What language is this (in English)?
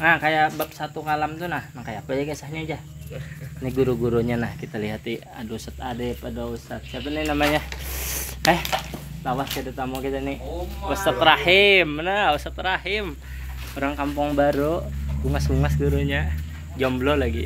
Banjar